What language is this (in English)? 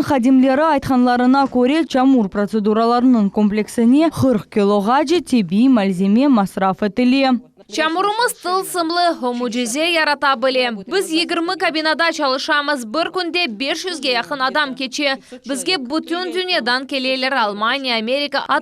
Crimean Tatar